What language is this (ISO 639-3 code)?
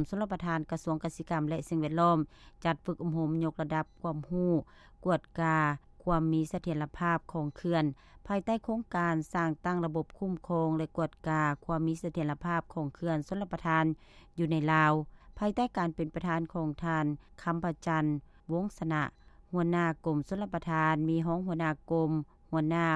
lao